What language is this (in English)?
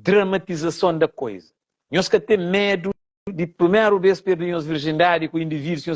Kabuverdianu